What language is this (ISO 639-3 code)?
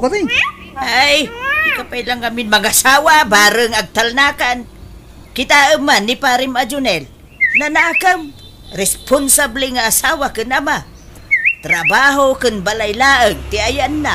ilo